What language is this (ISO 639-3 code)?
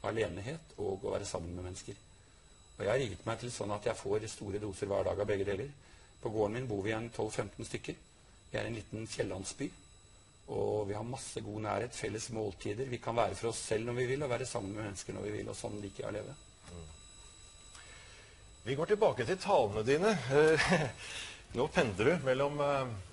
nor